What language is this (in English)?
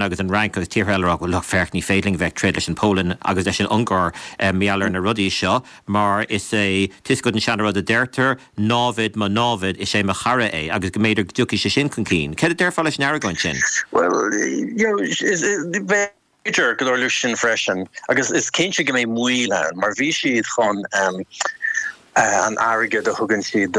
Irish